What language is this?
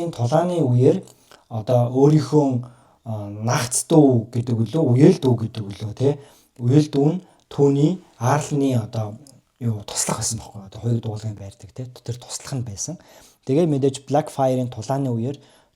Mongolian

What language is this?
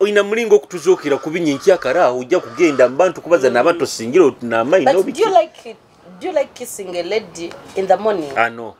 Nyoro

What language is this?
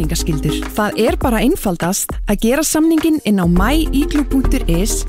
Icelandic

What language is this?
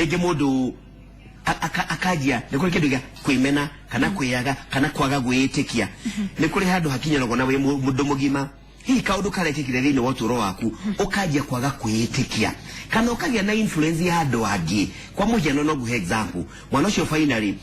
Kikuyu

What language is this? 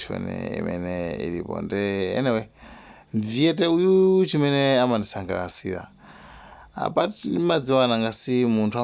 Nyanja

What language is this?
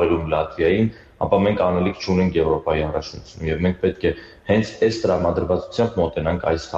Armenian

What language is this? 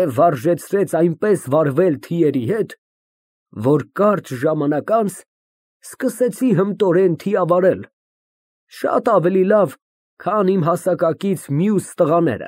Armenian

